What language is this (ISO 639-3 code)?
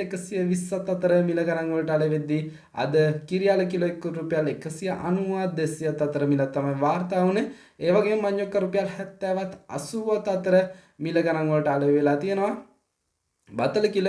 sin